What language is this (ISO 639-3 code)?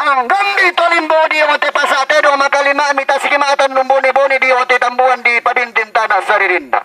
sda